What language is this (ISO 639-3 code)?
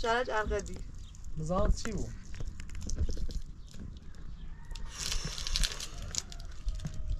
fas